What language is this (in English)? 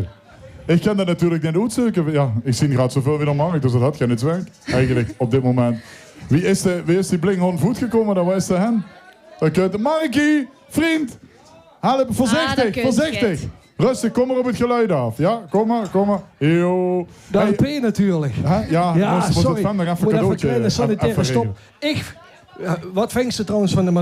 Limburgish